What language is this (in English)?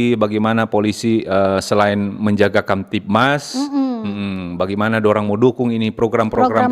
Manado Malay